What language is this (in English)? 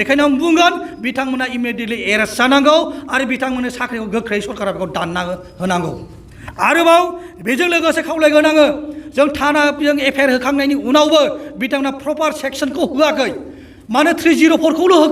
Bodo